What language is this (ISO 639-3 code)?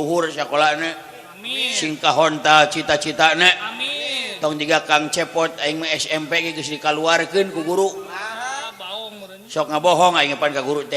sun